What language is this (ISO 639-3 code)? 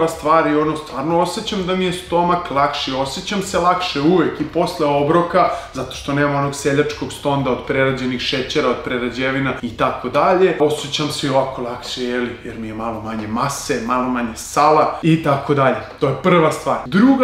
srp